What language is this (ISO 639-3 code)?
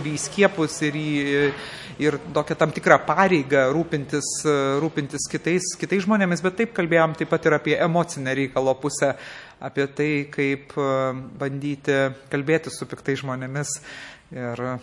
lit